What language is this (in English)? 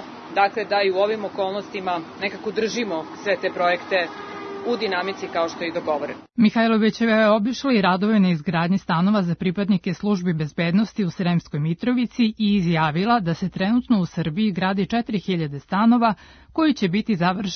Serbian